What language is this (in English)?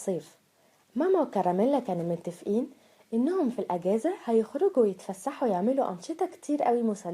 Egyptian Arabic